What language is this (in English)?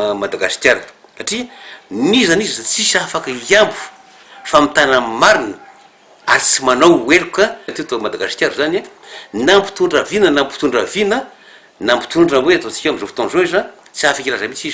Malagasy